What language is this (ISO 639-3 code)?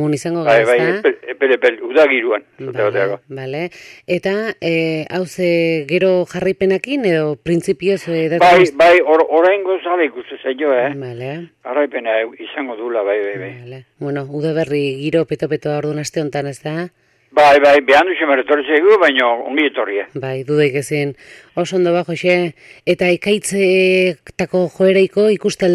eus